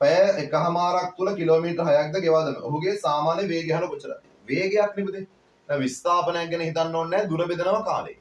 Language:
Sinhala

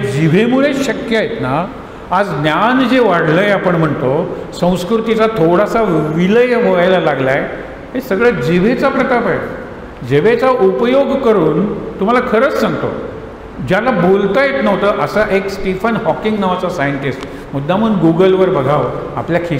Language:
Marathi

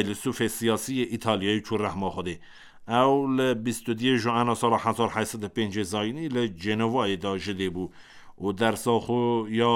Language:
Kurdish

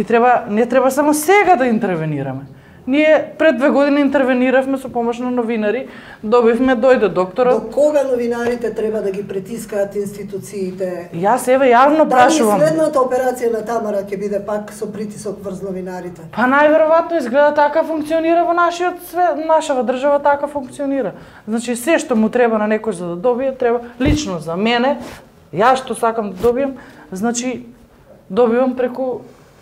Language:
Macedonian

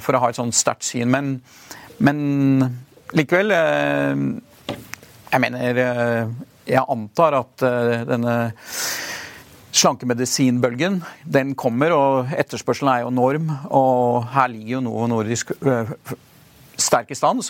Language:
Norwegian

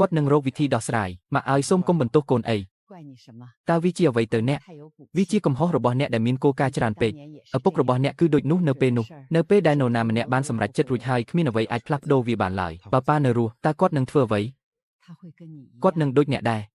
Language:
Khmer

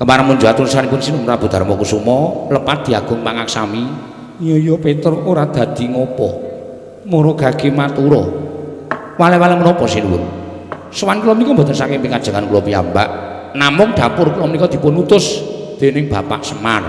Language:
Javanese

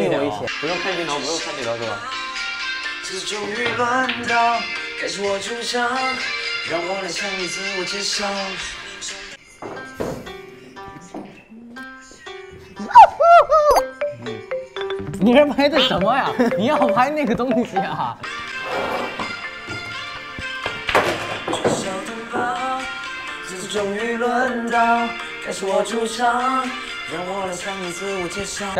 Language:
Chinese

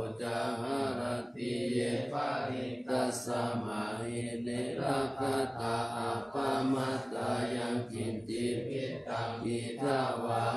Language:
Pali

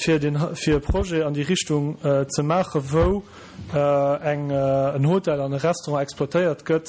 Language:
Luxembourgish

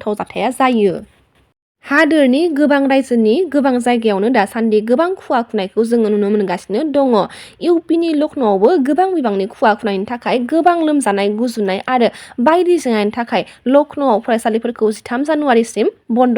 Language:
Bodo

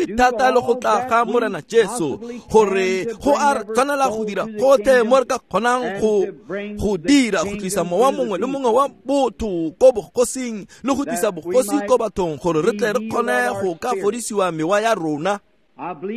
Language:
Tswana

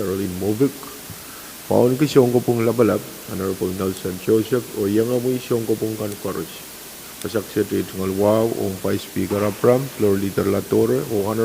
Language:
Pohnpeian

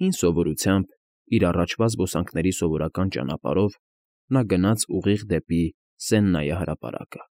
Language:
Armenian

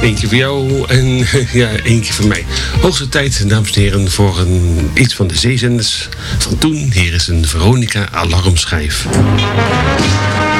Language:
Dutch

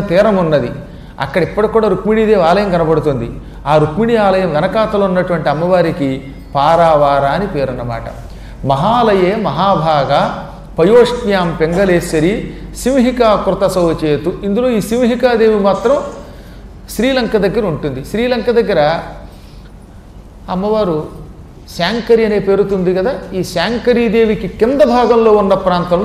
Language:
Telugu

